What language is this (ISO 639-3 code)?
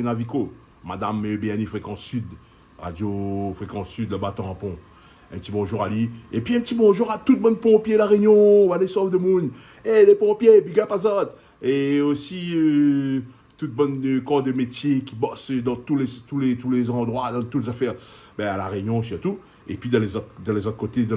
rcf